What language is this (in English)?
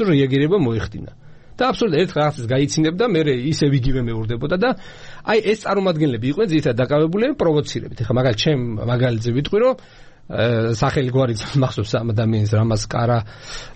Georgian